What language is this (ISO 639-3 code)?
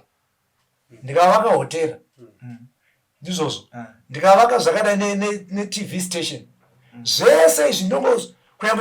sna